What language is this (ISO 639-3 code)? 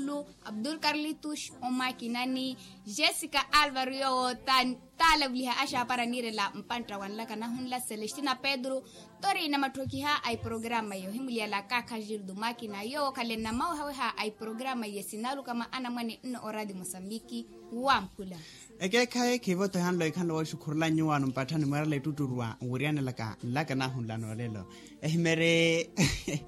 vmw